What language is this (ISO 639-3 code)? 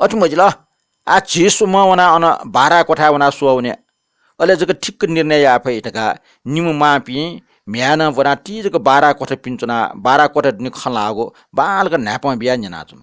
new